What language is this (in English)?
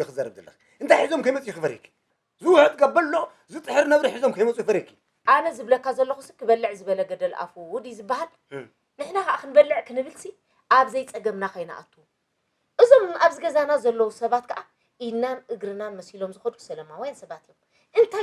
Tigrinya